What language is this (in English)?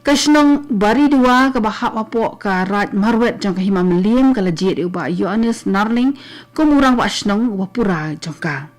Khasi